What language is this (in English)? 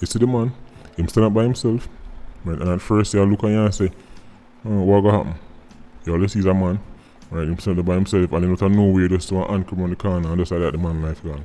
Jamaican Creole English